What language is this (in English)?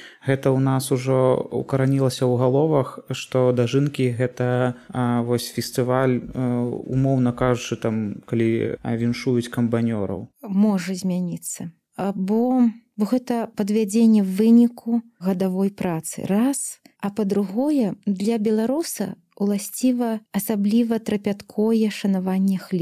Belarusian